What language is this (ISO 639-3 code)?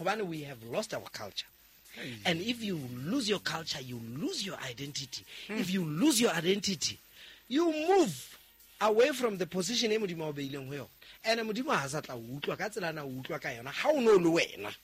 sot